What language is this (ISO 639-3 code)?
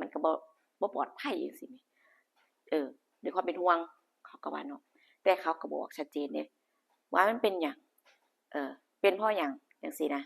tts